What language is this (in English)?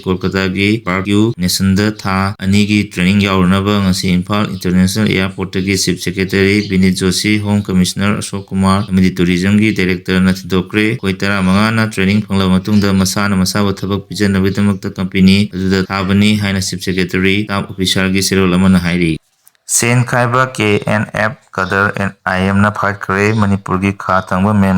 Manipuri